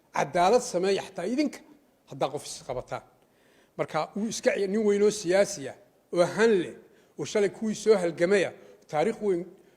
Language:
Somali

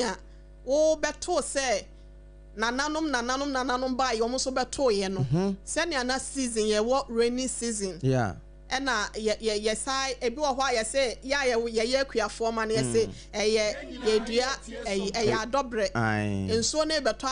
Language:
Akan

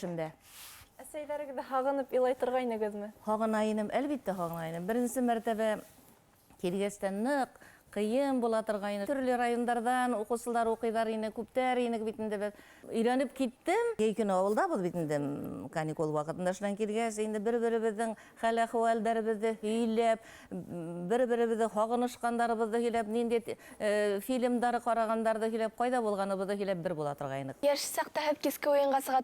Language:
Bashkir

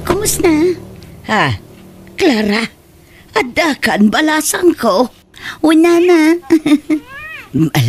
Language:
Iloko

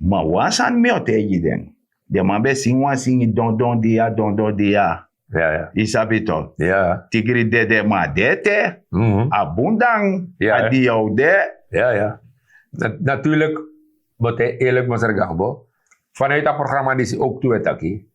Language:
Sranan Tongo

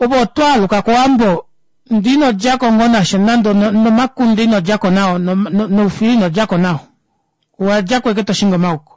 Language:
Kuanyama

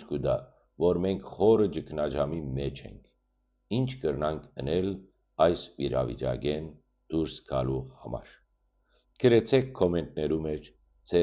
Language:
Western Armenian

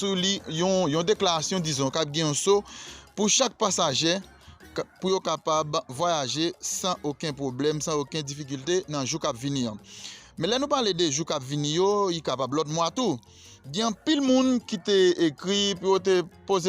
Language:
Haitian Creole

